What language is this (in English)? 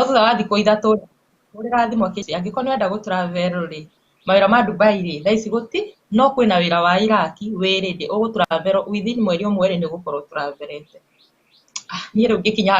Kikuyu